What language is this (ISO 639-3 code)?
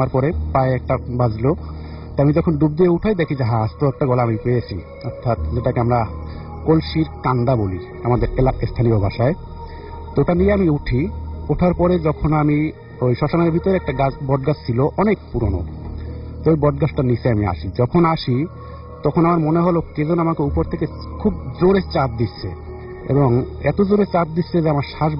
ben